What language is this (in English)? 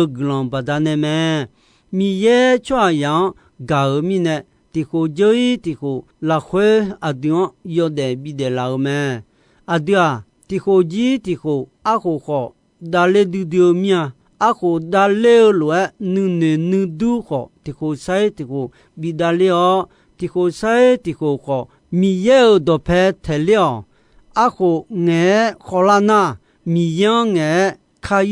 Akha